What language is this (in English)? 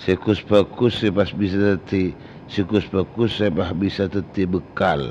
Madurese